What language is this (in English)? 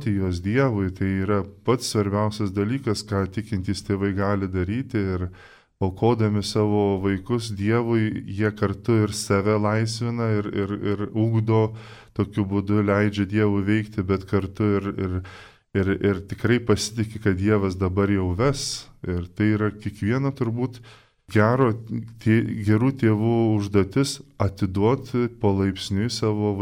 Lithuanian